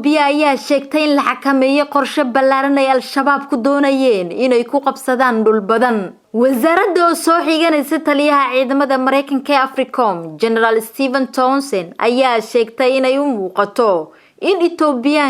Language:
Somali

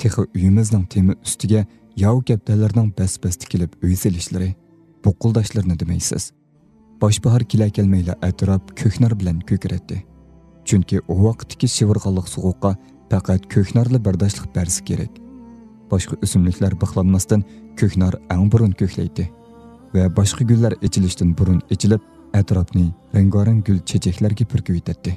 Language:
Uyghur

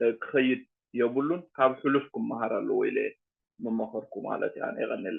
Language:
Tigrinya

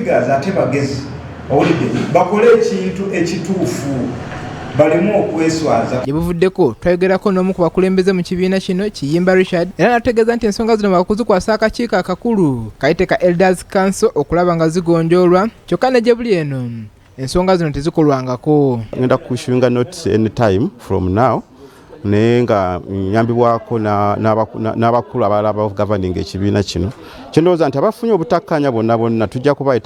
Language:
Ganda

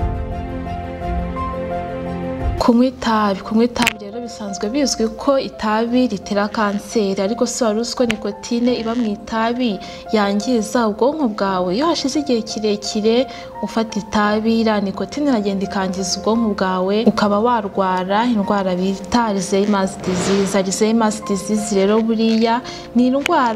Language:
Kinyarwanda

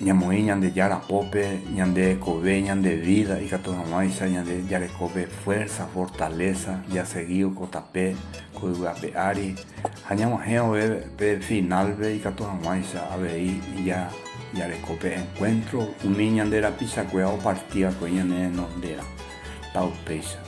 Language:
Guarani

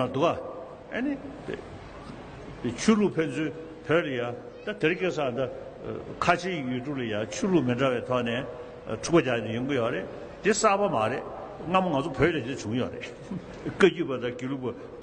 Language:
Tibetan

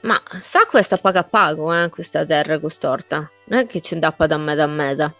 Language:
Sardinian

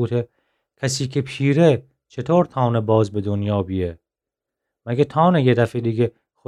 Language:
Gilaki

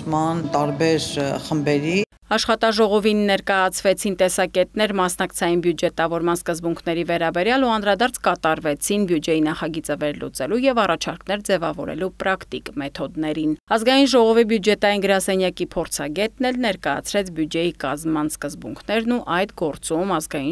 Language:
Armenian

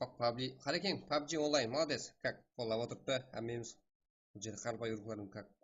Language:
Kara-Kalpak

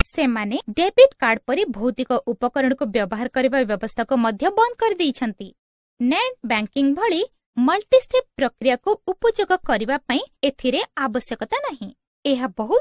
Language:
Odia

